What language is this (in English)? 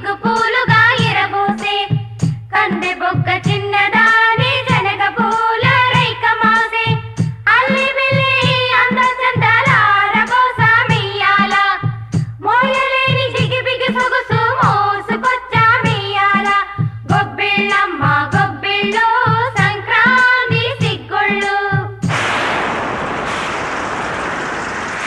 Telugu